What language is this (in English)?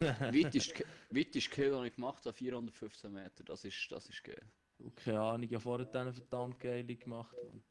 Swiss German